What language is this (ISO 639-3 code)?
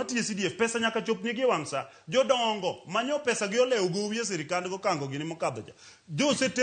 luo